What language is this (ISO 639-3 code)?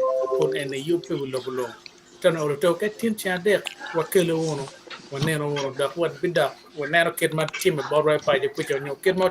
ach